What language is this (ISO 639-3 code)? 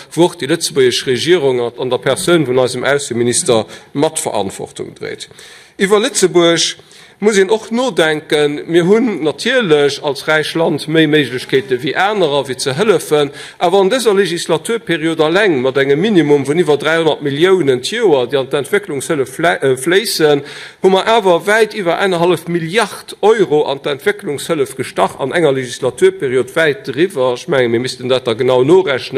ltz